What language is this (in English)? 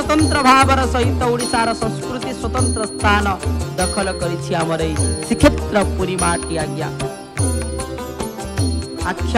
Odia